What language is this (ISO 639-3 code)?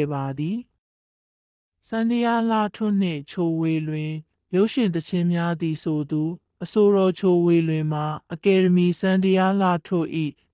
mya